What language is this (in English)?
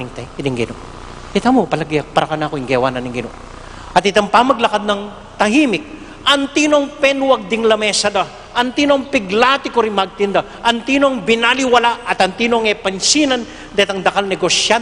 Pampanga